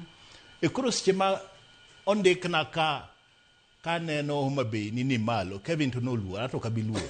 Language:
Luo (Kenya and Tanzania)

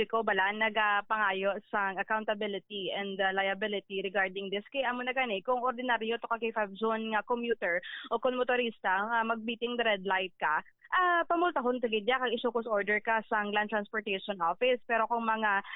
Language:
Hiligaynon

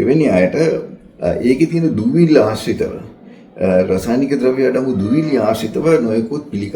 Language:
Sinhala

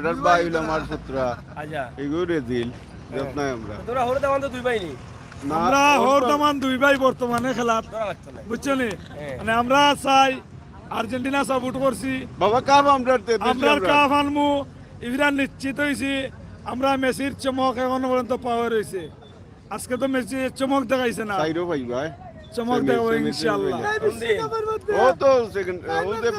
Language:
Sylheti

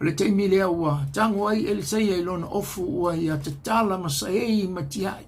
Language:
Samoan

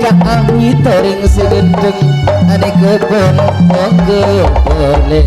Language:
Madurese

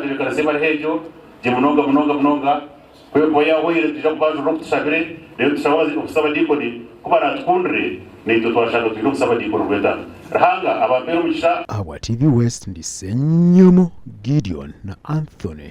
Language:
Nyankole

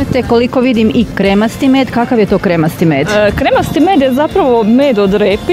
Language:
Croatian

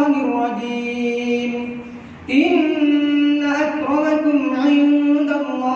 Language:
Rohingya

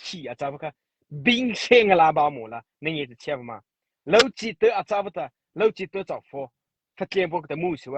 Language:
Mara Chin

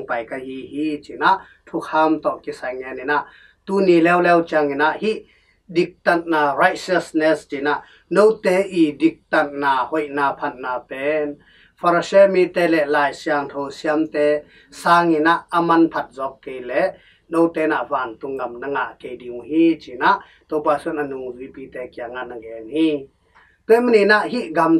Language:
Tedim Chin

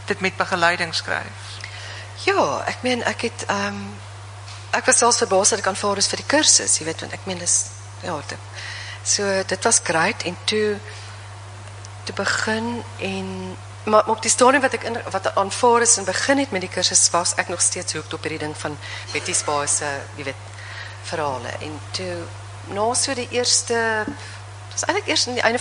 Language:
Afrikaans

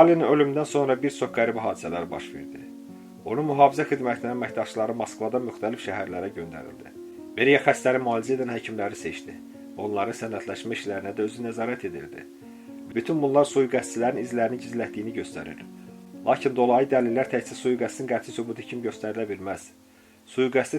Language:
Azerbaijani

